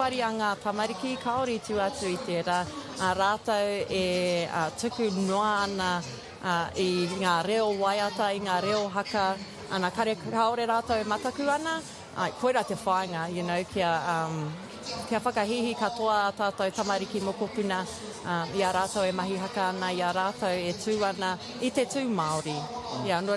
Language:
Māori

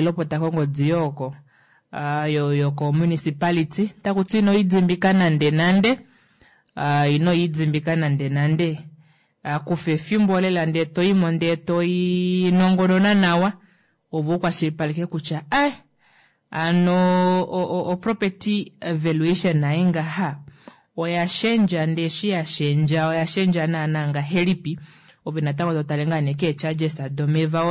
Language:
Kuanyama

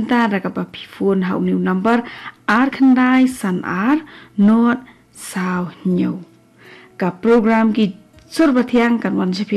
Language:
Khasi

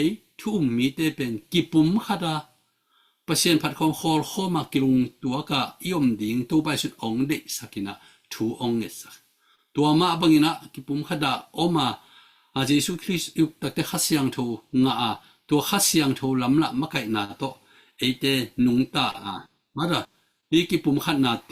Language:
Tedim Chin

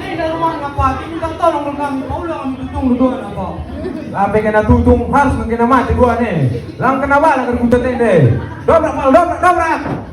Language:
Batak Karo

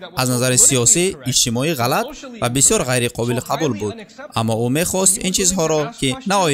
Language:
Tajik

